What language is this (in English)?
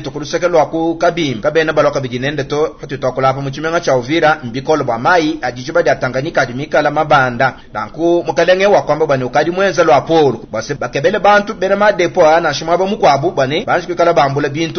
Luba-Lulua